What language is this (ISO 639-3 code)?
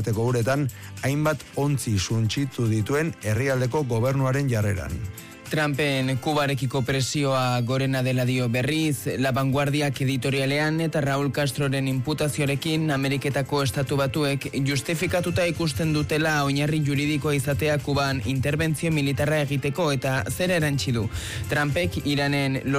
eus